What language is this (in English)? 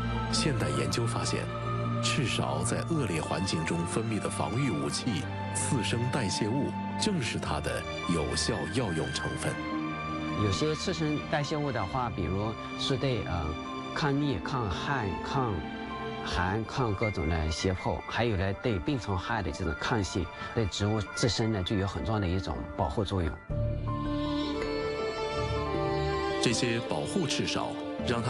Chinese